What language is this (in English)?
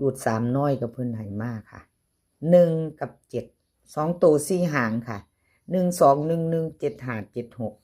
Lao